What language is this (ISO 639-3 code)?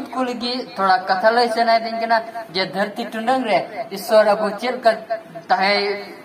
sat